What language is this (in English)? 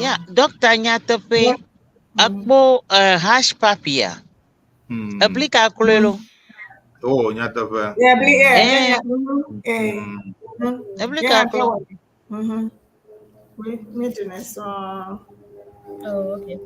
Ewe